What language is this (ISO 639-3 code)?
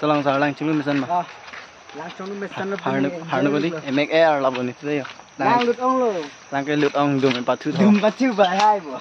mjw